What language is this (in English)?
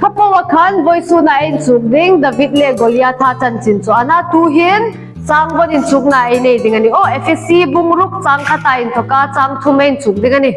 Hmar